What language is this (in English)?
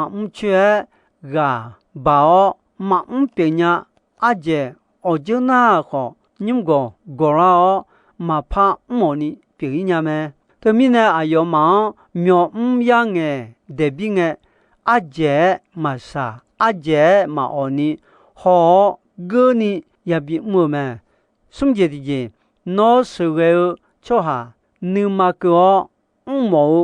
Akha